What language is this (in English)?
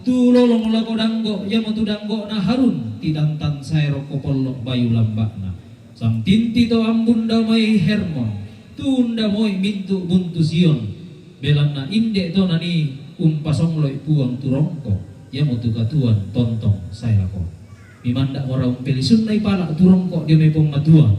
Toraja-Sa'dan